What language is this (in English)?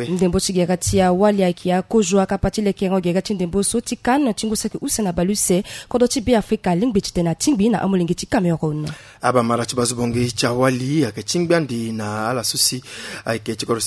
Sango